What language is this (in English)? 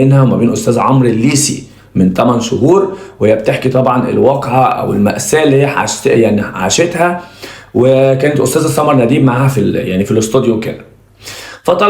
Egyptian Arabic